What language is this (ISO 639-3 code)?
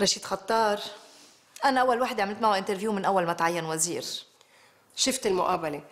apc